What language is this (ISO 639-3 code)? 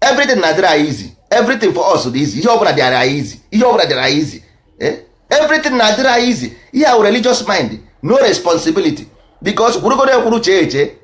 ibo